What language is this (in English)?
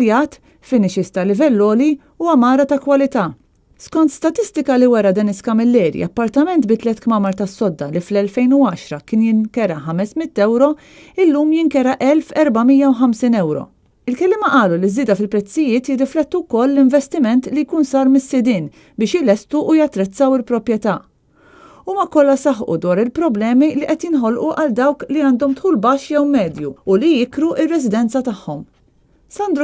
Maltese